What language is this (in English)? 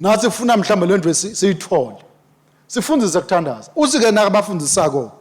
Swati